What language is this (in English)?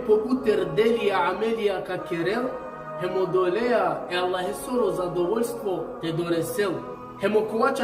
Balkan Romani